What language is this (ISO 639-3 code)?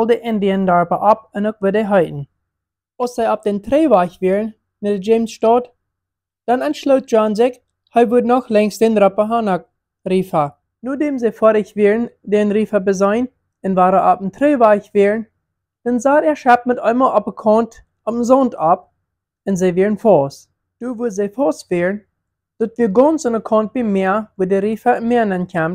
pdt